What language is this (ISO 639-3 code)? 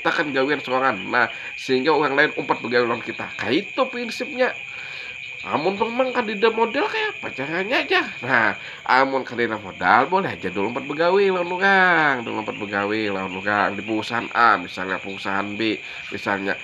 bjn